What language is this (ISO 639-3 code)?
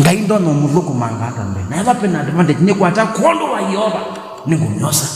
kam